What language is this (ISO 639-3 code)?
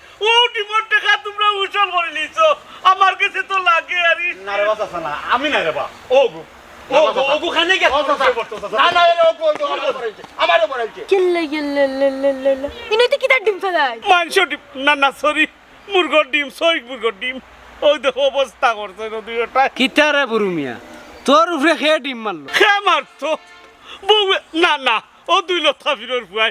syl